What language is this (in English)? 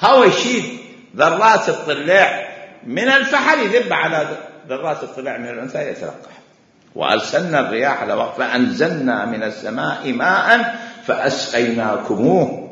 Mesopotamian Arabic